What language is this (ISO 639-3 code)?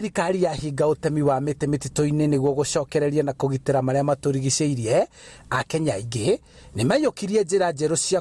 kik